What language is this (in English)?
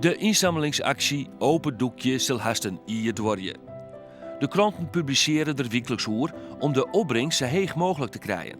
Western Frisian